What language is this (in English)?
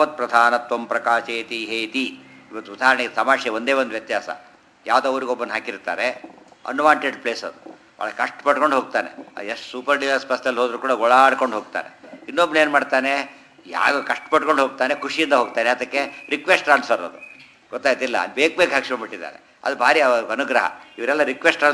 Kannada